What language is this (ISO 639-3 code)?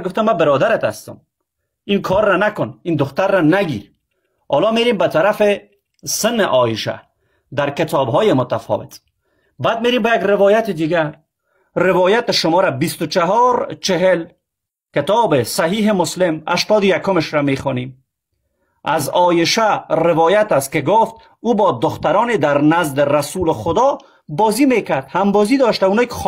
fas